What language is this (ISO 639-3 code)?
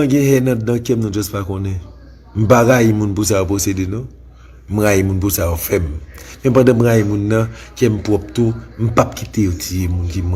hat